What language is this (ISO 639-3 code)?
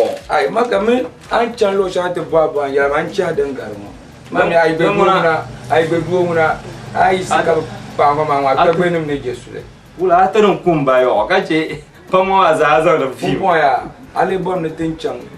dag